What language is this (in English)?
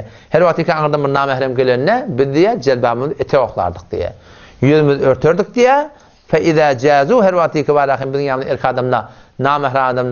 Turkmen